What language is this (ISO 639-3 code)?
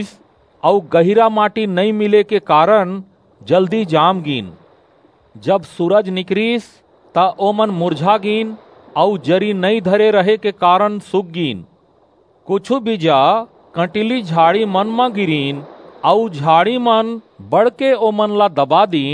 hne